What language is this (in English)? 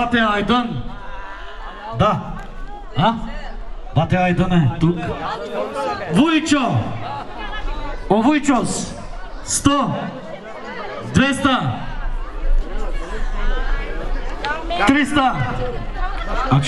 Bulgarian